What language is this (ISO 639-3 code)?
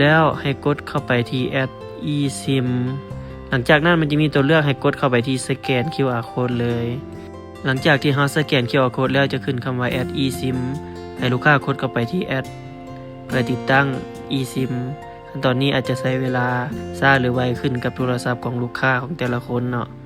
lao